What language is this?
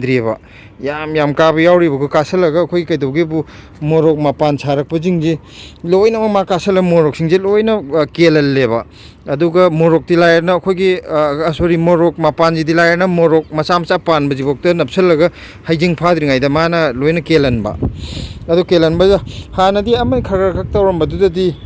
Manipuri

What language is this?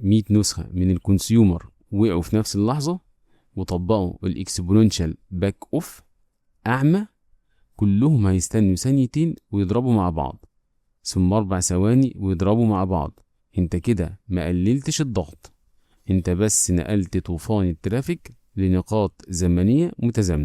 Egyptian Arabic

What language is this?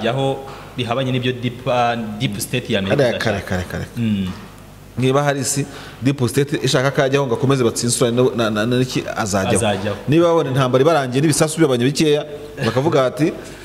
Kinyarwanda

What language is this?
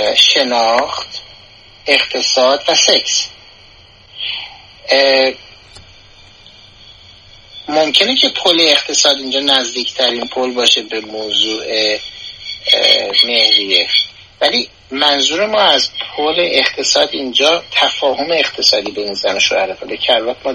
Persian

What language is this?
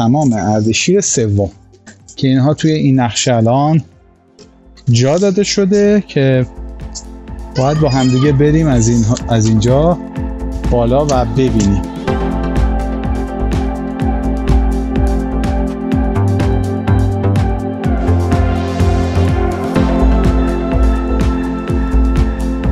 Persian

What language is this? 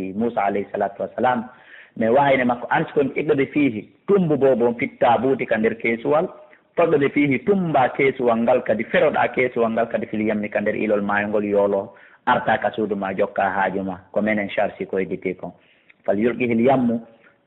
Fula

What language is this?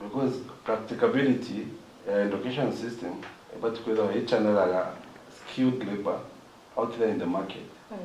Meru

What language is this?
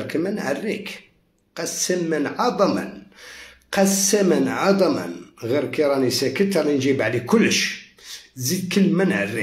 Algerian Arabic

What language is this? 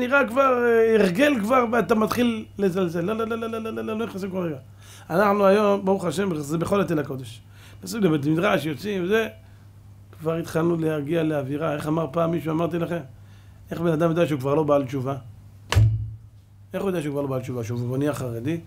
Hebrew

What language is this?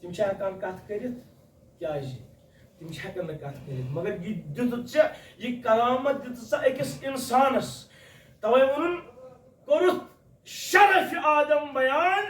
Kashmiri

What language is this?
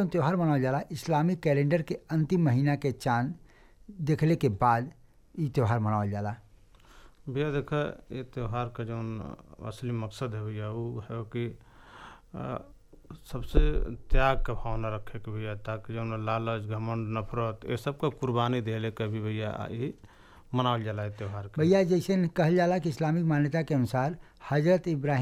Bhojpuri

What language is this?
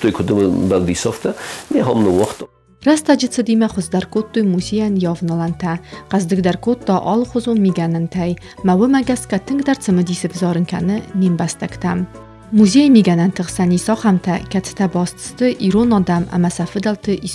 Ossetic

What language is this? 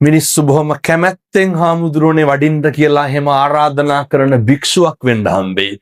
Sinhala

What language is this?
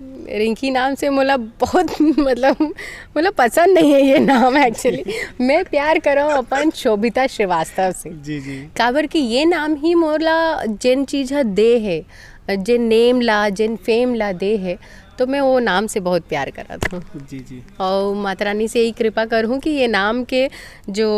Chhattisgarhi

